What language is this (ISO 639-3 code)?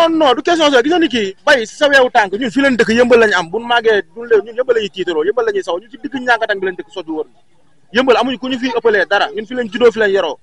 wol